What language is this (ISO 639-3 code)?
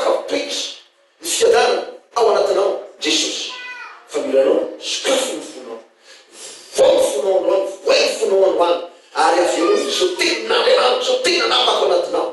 mlg